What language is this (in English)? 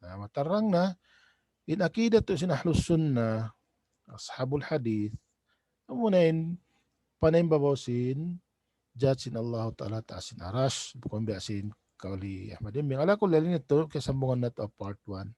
Tausug